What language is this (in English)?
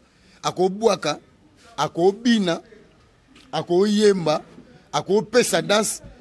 Lingala